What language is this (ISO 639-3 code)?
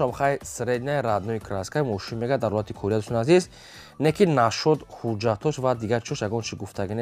tgk